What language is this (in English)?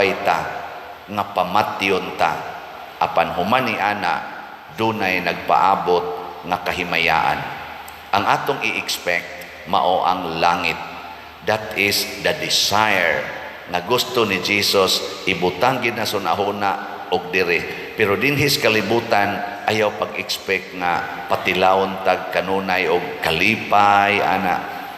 Cebuano